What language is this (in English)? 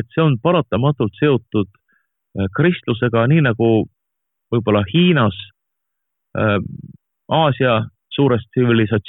Estonian